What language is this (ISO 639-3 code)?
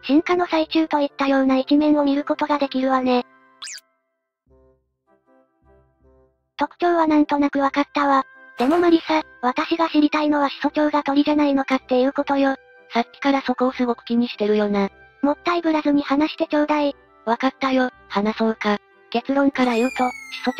jpn